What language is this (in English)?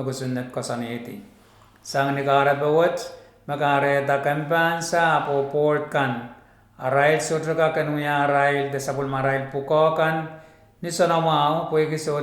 Pohnpeian